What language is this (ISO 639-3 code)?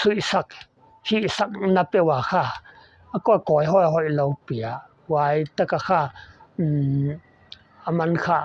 pck